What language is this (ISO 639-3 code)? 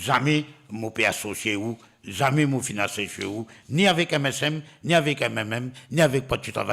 mfe